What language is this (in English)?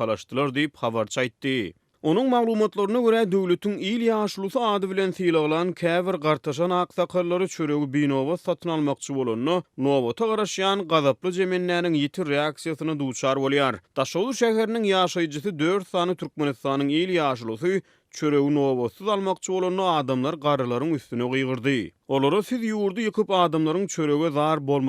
Turkmen